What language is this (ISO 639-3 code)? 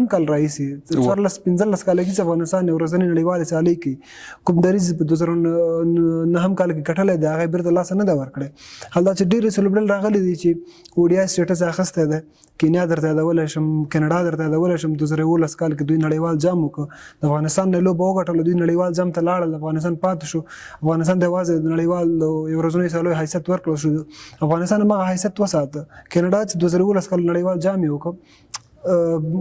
pus